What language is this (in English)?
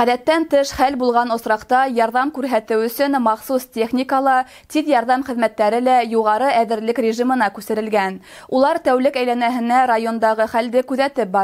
Bashkir